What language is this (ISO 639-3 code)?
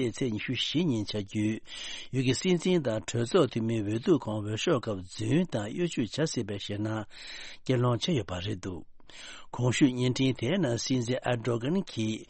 bod